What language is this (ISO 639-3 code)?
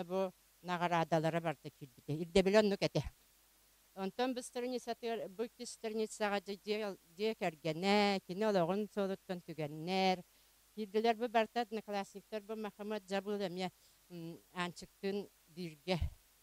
sah